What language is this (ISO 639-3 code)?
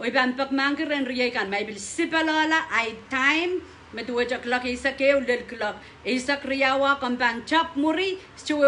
pon